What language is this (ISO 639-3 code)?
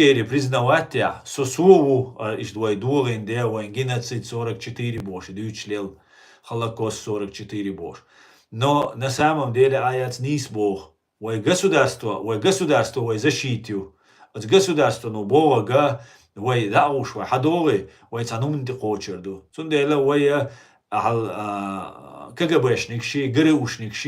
che